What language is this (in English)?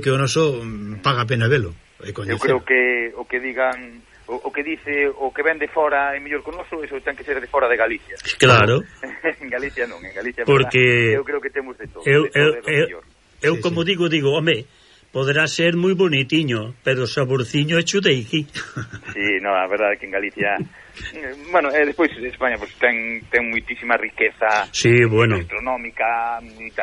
Galician